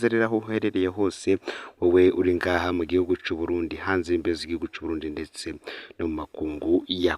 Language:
Rundi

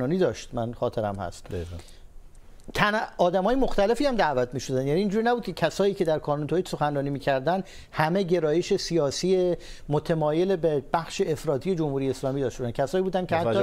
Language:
Persian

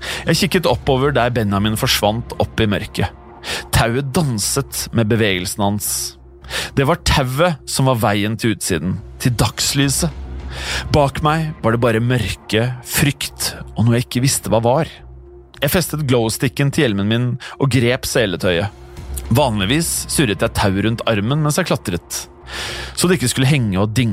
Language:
Norwegian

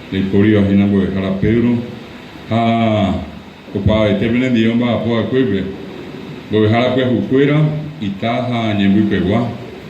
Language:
Guarani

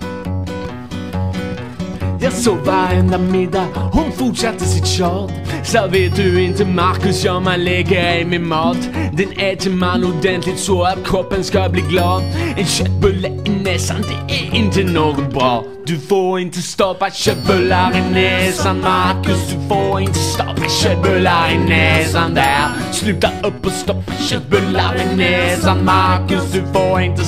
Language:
Swedish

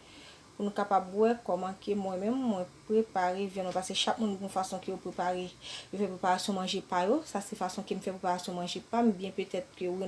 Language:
Haitian Creole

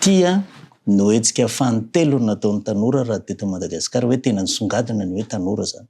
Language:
Malagasy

